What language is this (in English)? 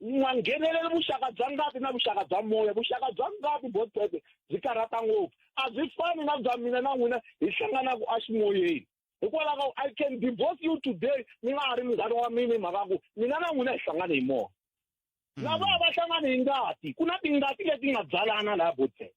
Tsonga